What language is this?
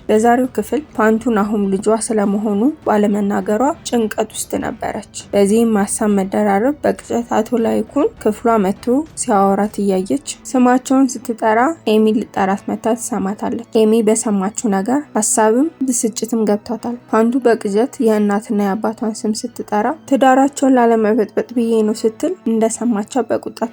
Amharic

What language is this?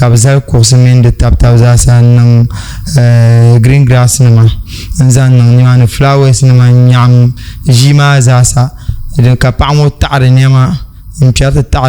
Dagbani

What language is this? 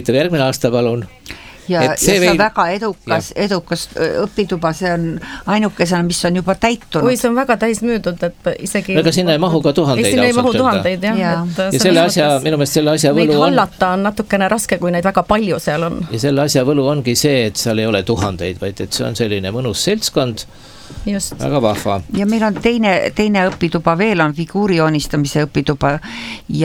Estonian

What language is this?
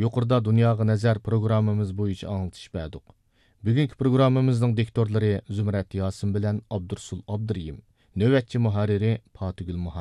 Uyghur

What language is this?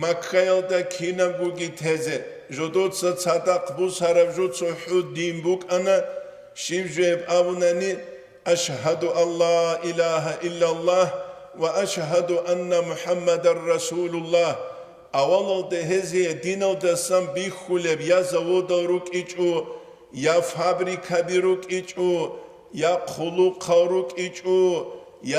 Avaric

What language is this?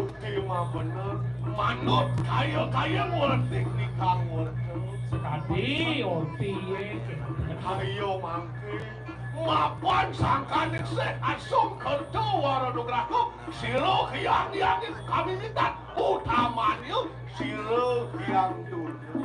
Balinese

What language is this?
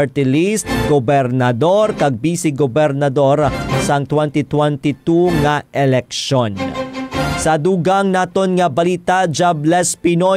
Hiligaynon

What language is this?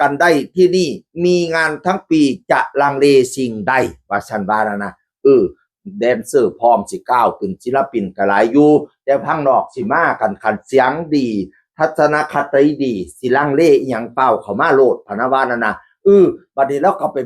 Northeastern Thai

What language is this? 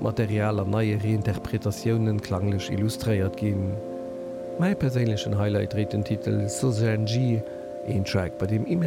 Luxembourgish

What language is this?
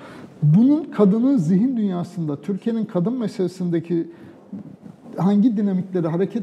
Turkish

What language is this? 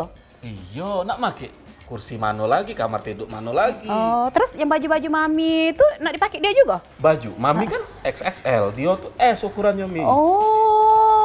Musi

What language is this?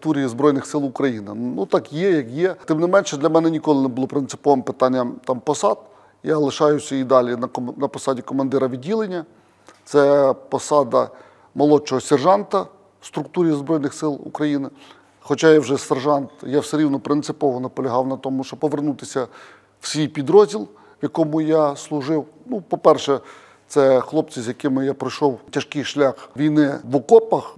Ukrainian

